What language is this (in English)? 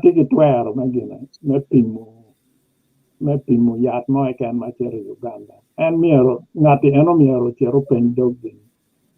Acoli